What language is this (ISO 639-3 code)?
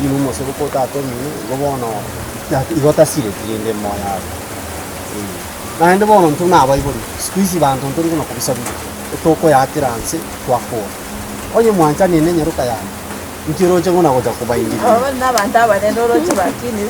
guz